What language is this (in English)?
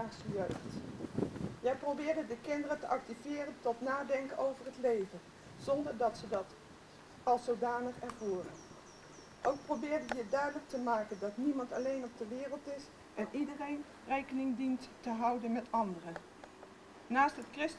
Dutch